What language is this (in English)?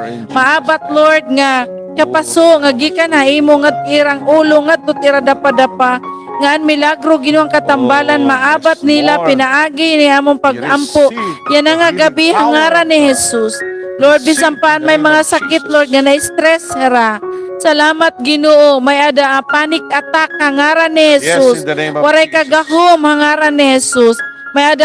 Waray